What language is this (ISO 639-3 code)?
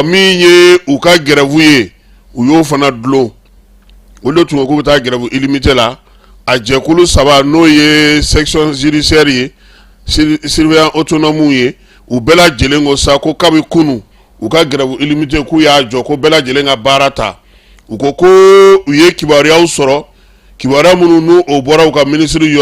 bam